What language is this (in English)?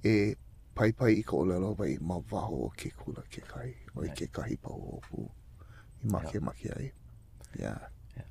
Hawaiian